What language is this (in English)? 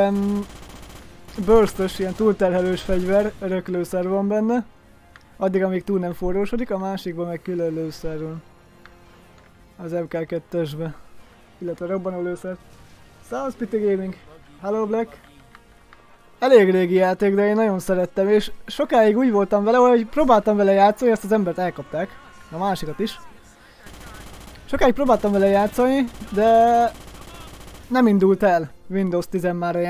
Hungarian